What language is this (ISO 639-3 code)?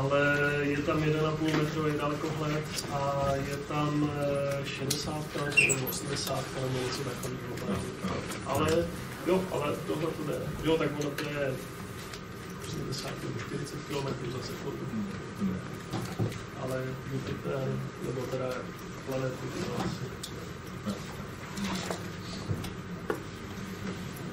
ces